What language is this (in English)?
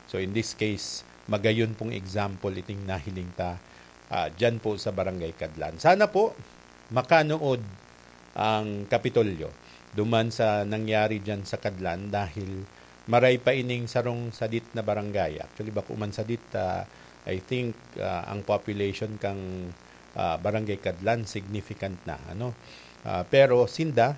Bikol